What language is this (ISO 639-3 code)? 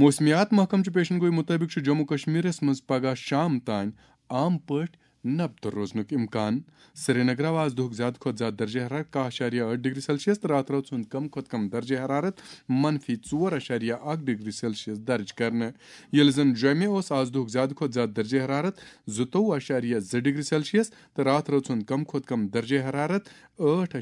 kas